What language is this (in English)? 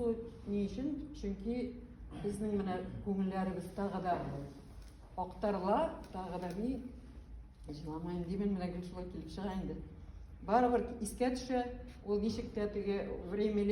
Tatar